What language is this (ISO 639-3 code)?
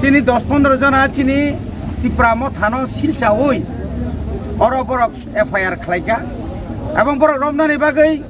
trp